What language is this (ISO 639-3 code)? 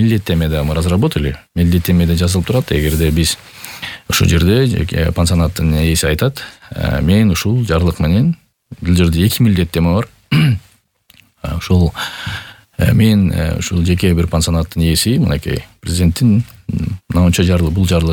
kir